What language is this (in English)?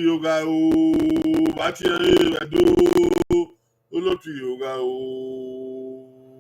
Bini